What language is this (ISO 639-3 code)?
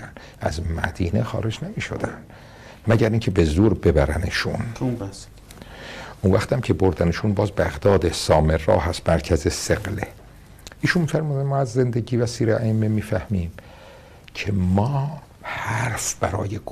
fas